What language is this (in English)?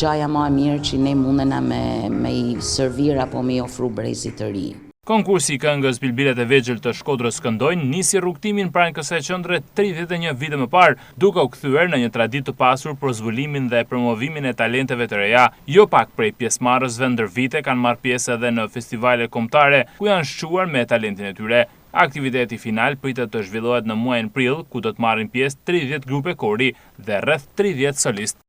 Albanian